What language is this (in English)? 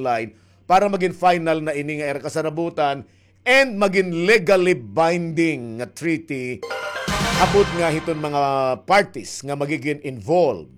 Waray